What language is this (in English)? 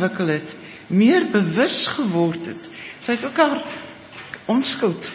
Afrikaans